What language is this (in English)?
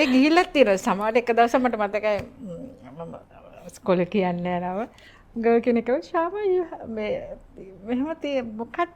Sinhala